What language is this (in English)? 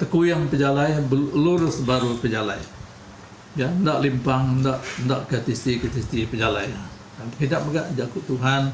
Iban